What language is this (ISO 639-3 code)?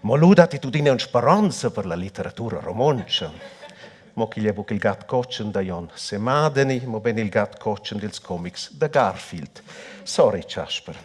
roh